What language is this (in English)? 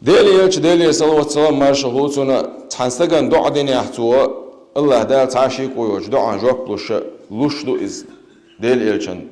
Chechen